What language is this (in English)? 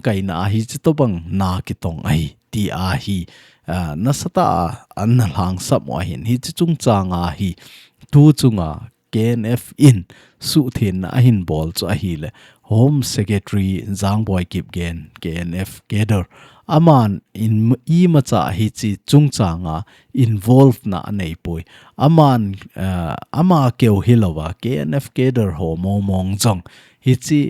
Thado Chin